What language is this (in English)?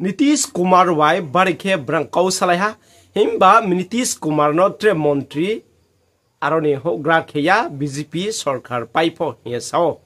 Riang (India)